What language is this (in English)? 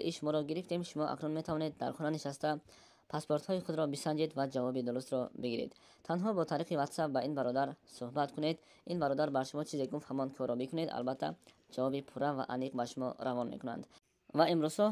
Tajik